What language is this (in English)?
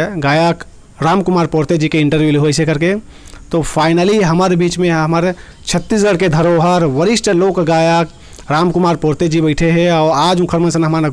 Chhattisgarhi